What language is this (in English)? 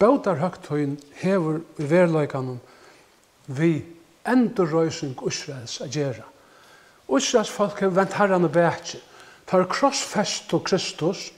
Faroese